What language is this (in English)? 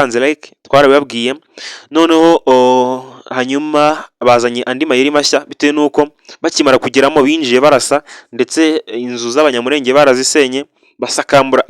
Kinyarwanda